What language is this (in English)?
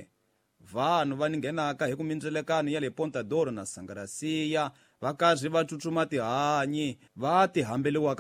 Tsonga